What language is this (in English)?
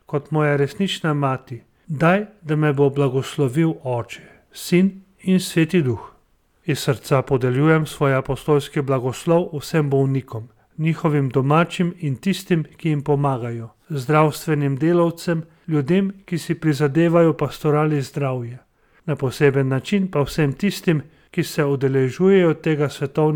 Slovenian